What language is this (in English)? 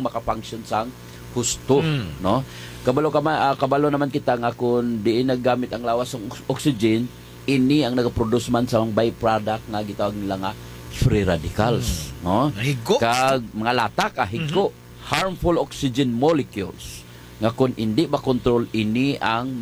Hiligaynon